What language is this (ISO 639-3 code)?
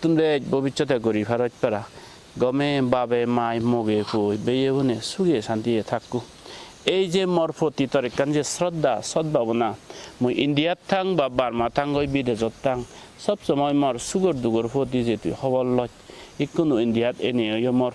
ccp